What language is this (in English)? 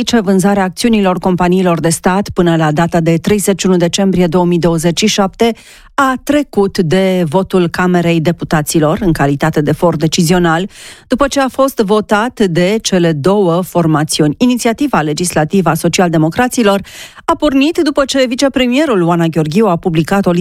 Romanian